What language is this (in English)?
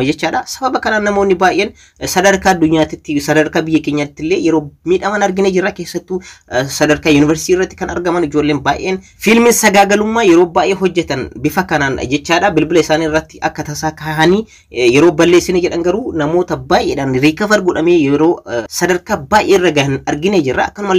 Oromo